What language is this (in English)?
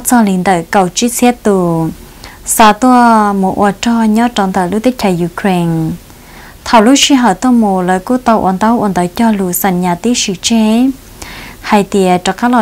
Vietnamese